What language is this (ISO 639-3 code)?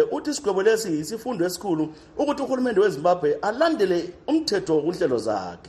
nde